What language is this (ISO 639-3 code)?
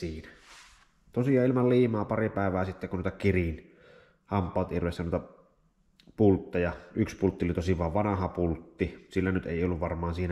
fin